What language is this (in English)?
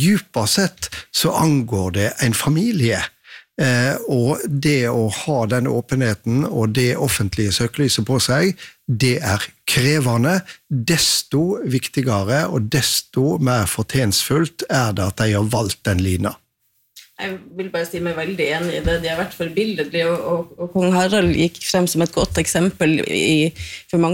Norwegian